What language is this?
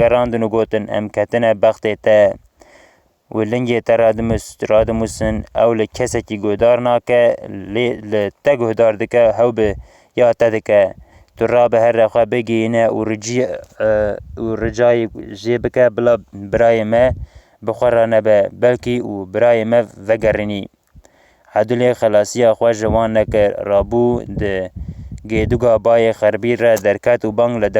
Kurdish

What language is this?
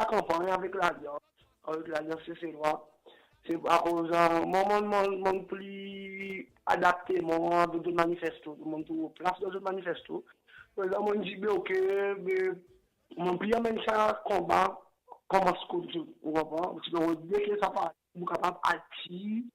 Seselwa Creole French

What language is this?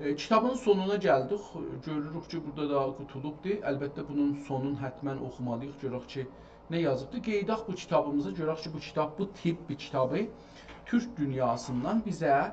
South Azerbaijani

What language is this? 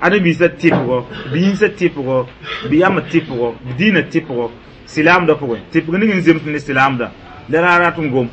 Mossi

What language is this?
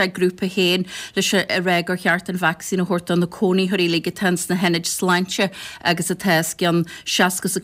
Irish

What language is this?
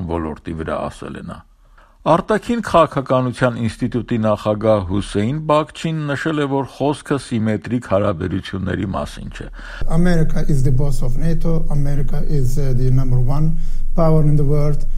Armenian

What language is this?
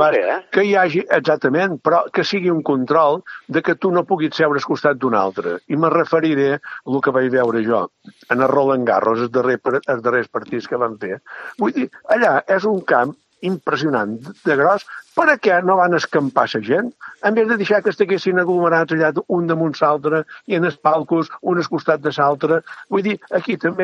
Catalan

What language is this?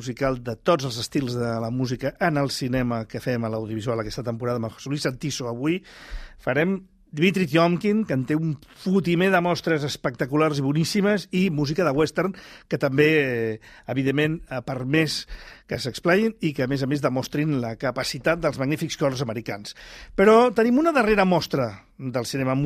Catalan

